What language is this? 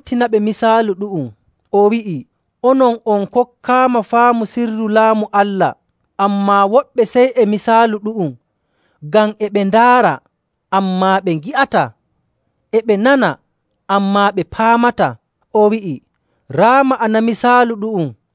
Nigerian Fulfulde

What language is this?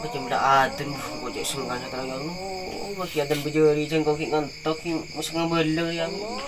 Madurese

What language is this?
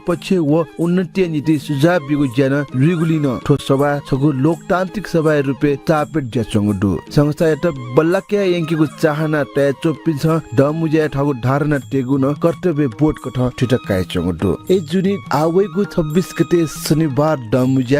Newari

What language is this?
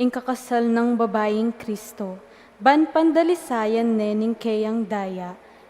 Pampanga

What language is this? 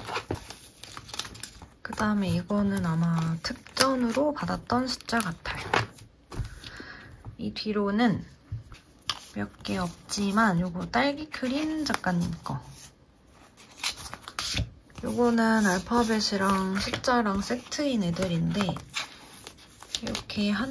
Korean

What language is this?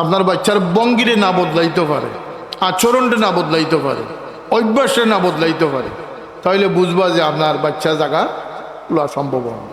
Sylheti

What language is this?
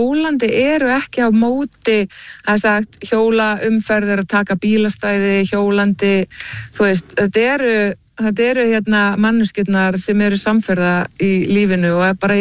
Icelandic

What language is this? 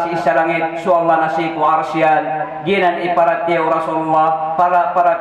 Maranao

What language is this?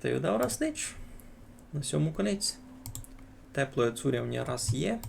Rusyn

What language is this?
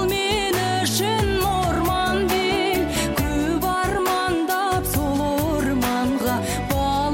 Kazakh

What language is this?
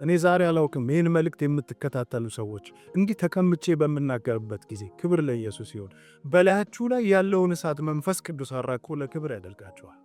Amharic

